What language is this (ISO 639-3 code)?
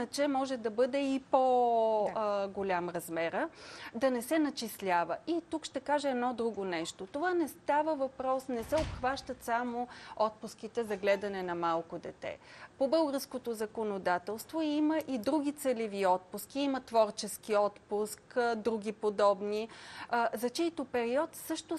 bul